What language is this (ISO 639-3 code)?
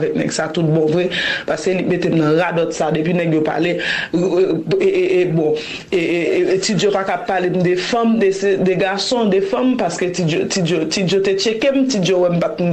hat